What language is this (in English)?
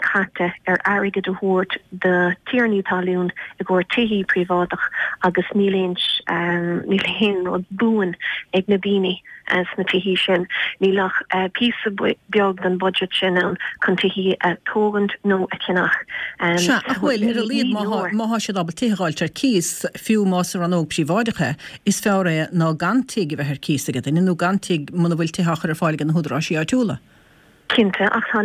Irish